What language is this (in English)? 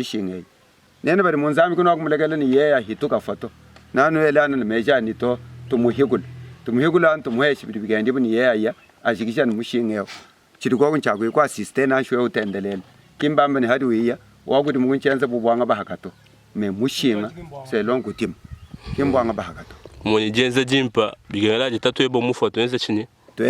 Luba-Lulua